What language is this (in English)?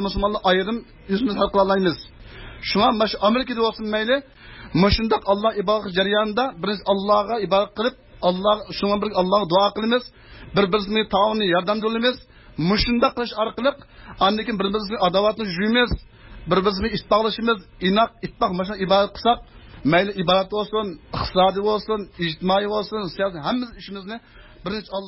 Uyghur